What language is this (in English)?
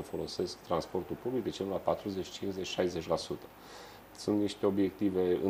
Romanian